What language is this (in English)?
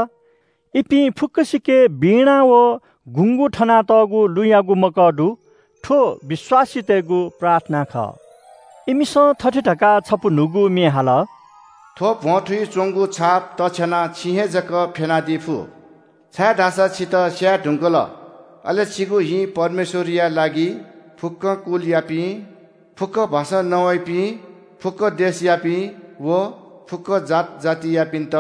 Newari